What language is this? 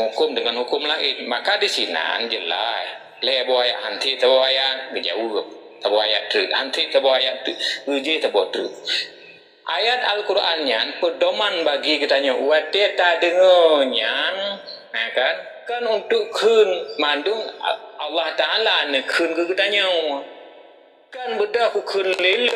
Achinese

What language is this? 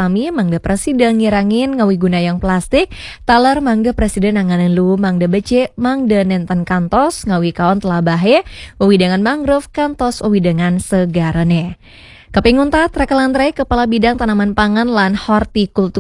Balinese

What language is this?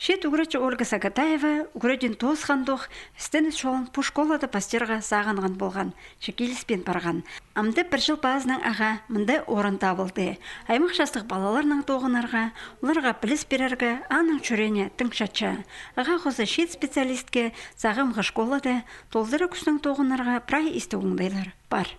Khakas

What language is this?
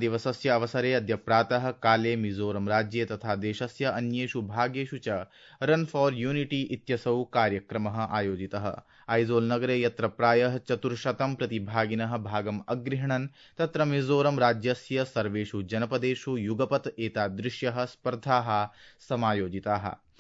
Sanskrit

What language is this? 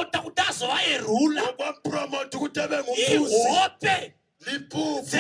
Shona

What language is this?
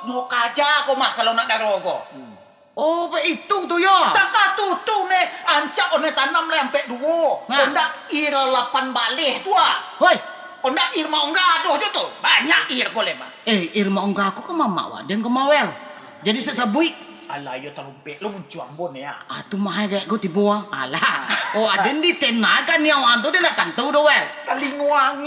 Minangkabau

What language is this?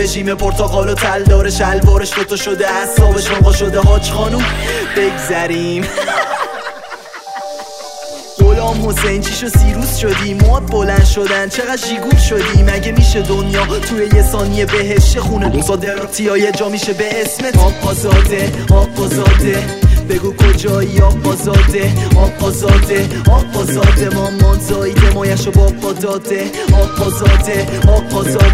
Persian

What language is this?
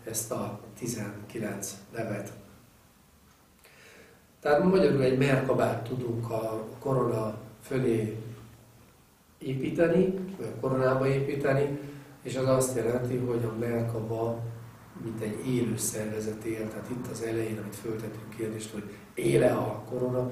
Hungarian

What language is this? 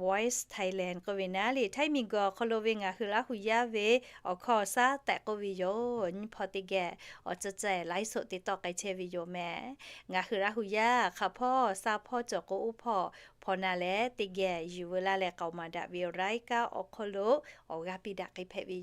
Lahu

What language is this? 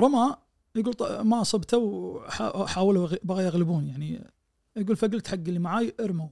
Najdi Arabic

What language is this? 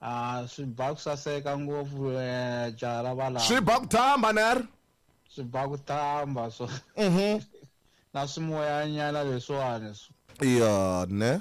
Tsonga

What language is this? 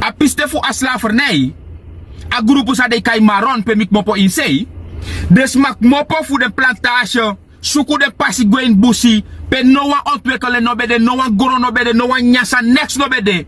Sranan Tongo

